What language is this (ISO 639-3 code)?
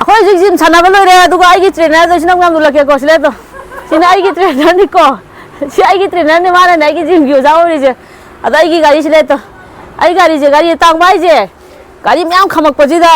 mni